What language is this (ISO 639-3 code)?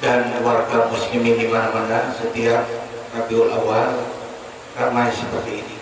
bjn